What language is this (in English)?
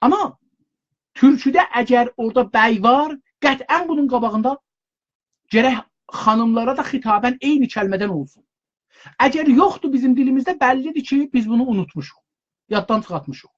South Azerbaijani